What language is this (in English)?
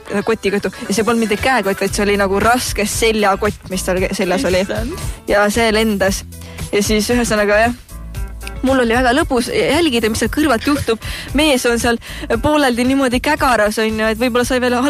Estonian